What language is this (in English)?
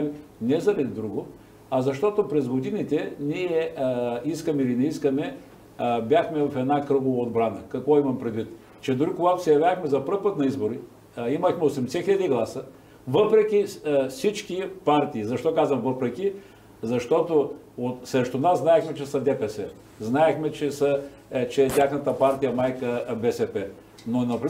Bulgarian